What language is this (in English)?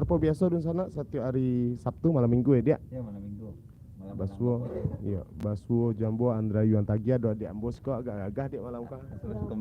Minangkabau